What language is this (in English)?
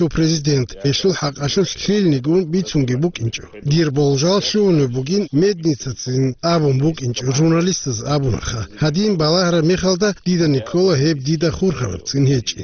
Avaric